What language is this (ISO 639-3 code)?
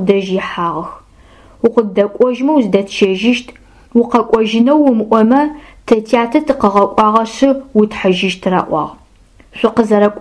ady